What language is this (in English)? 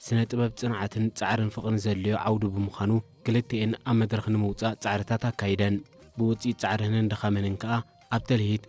Tigrinya